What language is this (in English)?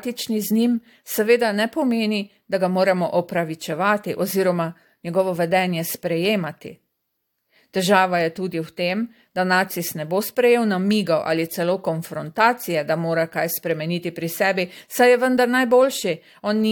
Slovenian